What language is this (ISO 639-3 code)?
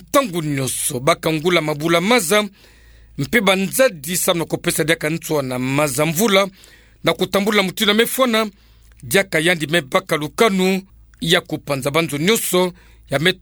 ktu